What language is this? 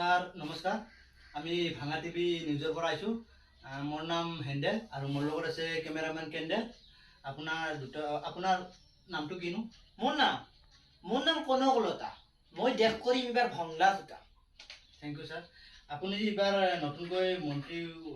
Assamese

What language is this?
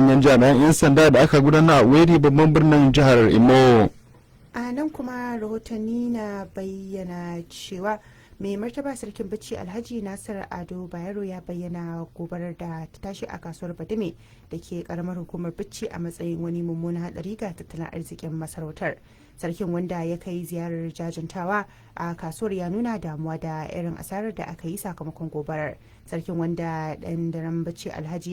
Hausa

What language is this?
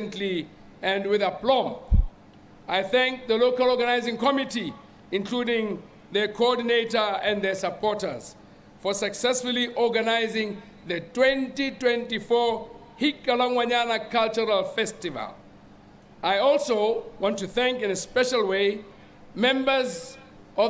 Tswana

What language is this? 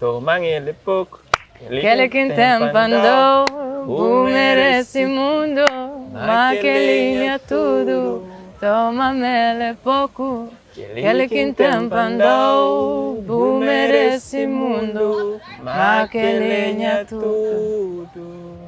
Kabuverdianu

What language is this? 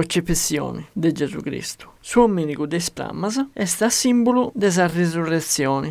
Sardinian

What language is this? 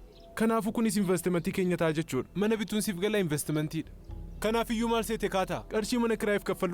Oromo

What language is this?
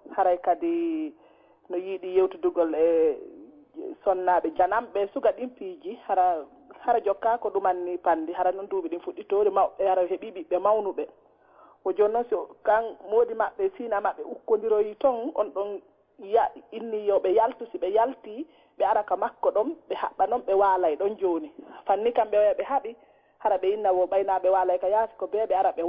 Fula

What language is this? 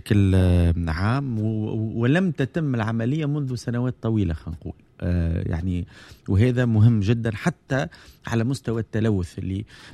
Tunisian Arabic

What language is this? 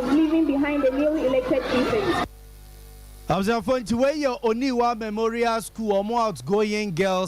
Akan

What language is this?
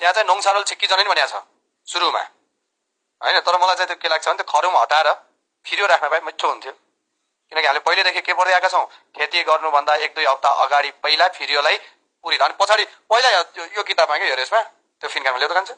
Nepali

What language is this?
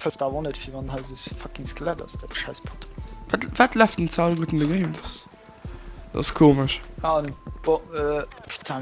Luxembourgish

